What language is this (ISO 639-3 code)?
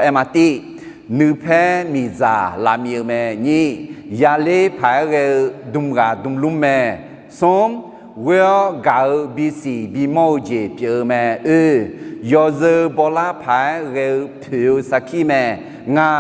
ahk